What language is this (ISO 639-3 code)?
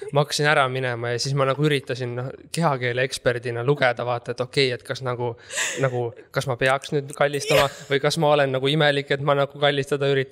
est